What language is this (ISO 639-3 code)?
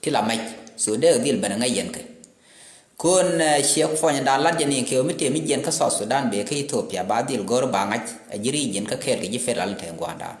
nus